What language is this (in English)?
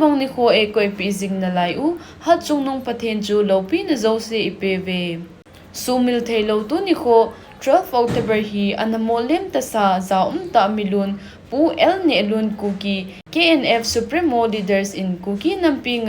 Thado Chin